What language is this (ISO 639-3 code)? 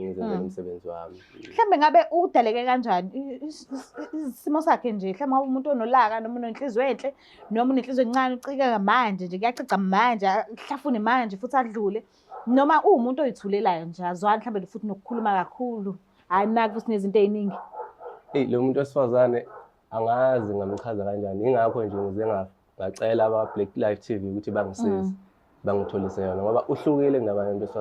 zul